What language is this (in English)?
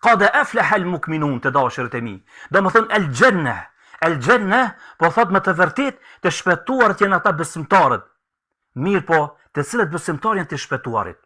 Albanian